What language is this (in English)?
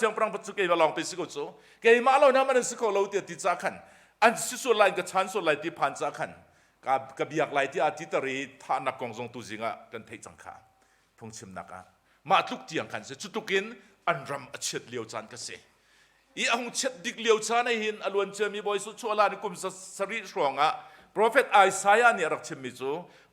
Hakha Chin